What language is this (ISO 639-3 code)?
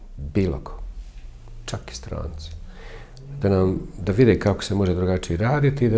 bos